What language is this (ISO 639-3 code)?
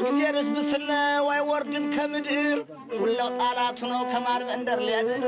amh